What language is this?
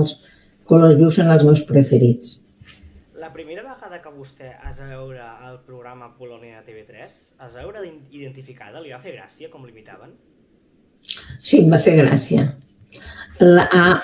Catalan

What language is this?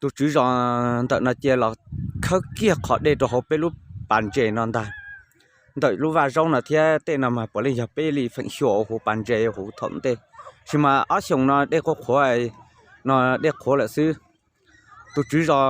Hmong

